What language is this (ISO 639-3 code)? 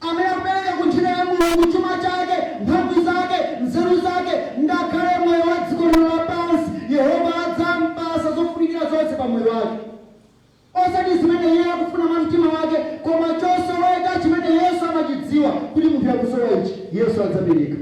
nya